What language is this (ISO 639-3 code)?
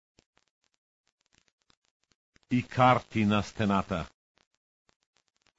bul